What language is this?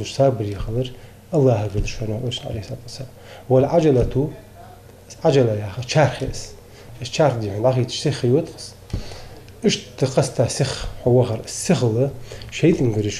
Ingush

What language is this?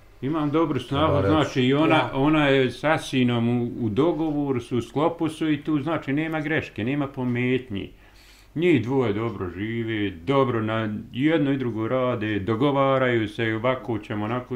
Bosnian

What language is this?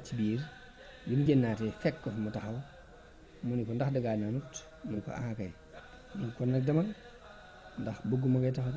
Wolof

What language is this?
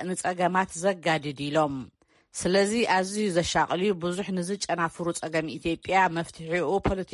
Tigrinya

